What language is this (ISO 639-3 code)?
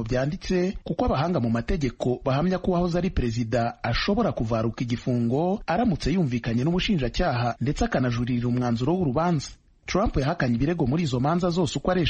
kin